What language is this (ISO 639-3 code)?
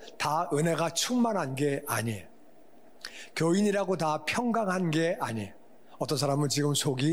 kor